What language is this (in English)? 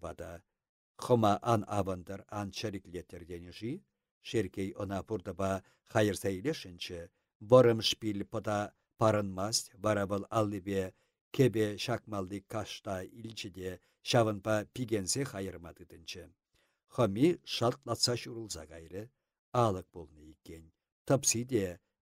Chuvash